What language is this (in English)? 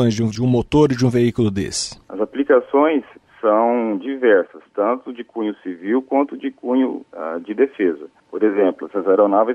Portuguese